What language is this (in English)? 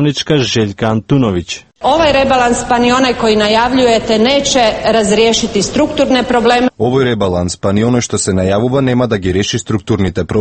Macedonian